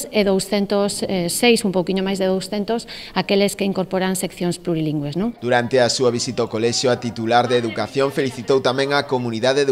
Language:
Galician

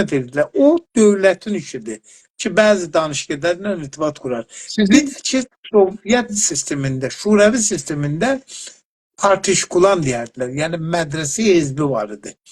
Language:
South Azerbaijani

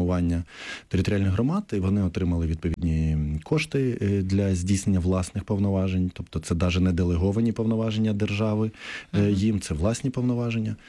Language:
Ukrainian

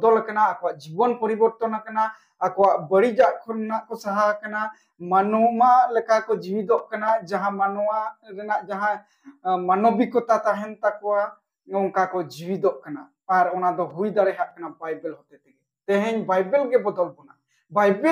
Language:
Santali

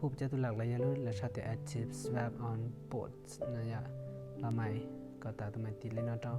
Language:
Hmong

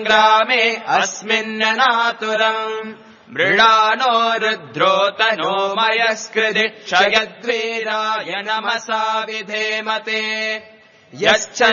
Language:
Sanskrit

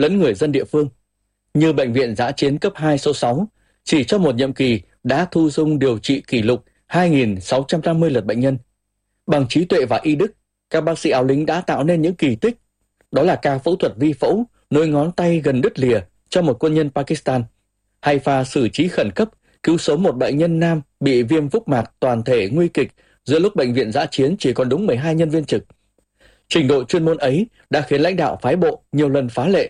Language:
Vietnamese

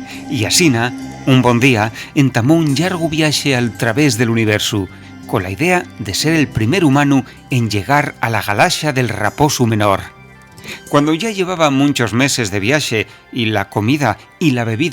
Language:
Asturian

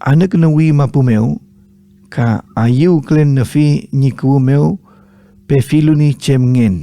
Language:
Mapuche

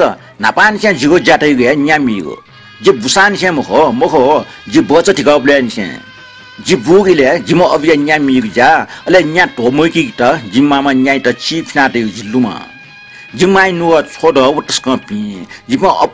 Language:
Newari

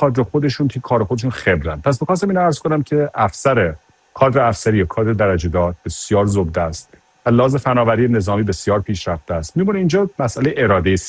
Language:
Persian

